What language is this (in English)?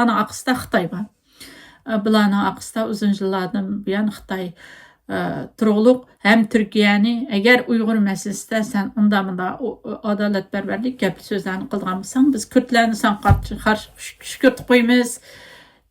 Uyghur